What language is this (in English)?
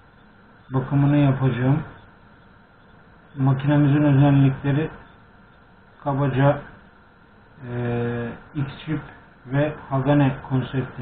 Turkish